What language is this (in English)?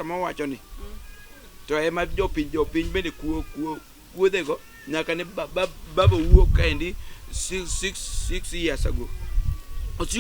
Luo (Kenya and Tanzania)